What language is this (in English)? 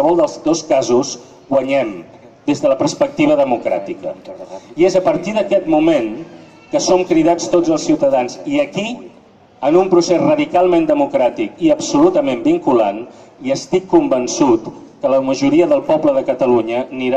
Catalan